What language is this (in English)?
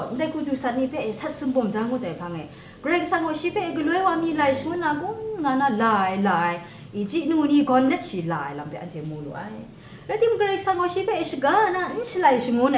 Kachin